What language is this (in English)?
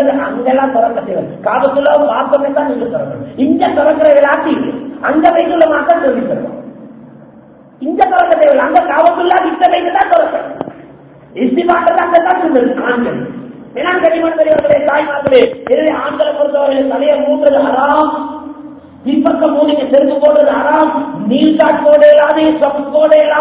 Tamil